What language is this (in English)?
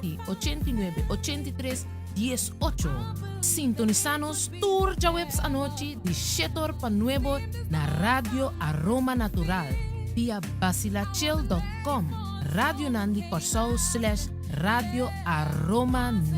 Papiamento